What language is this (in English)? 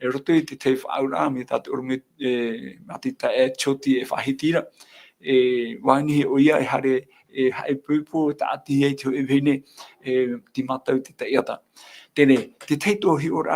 Tahitian